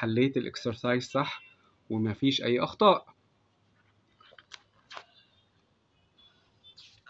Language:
Egyptian Arabic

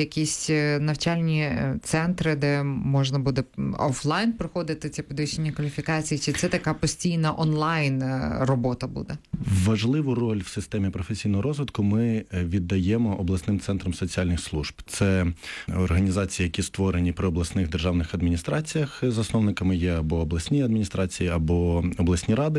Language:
Ukrainian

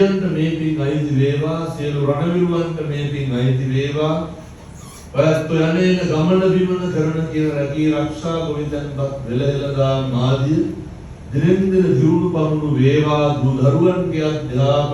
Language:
Sinhala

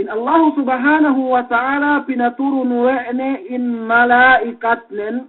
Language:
Yakan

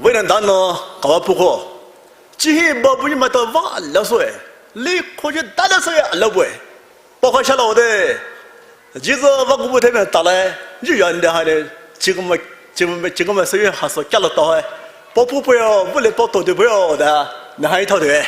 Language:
Poumei Naga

